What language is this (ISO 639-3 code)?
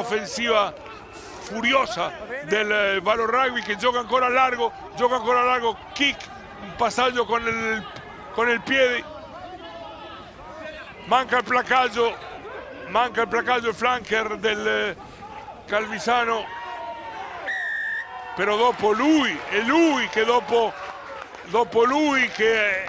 ita